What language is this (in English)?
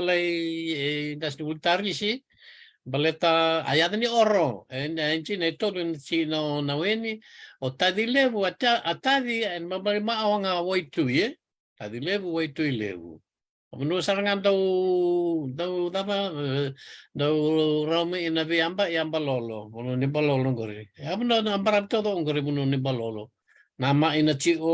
Fijian